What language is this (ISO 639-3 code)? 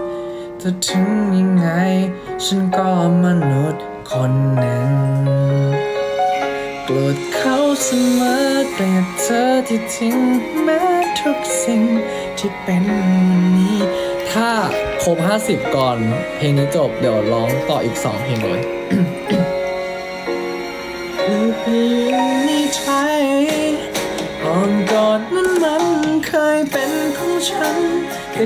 tha